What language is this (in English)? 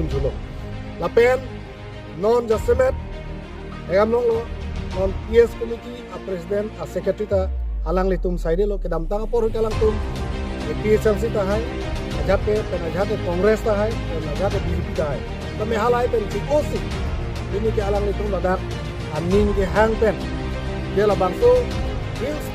Karbi